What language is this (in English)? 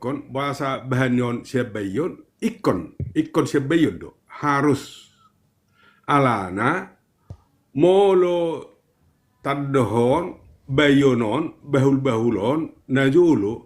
Batak Toba